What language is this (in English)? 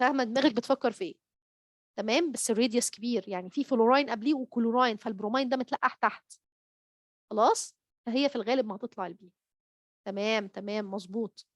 Egyptian Arabic